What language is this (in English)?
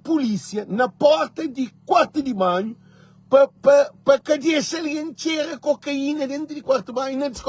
Kabuverdianu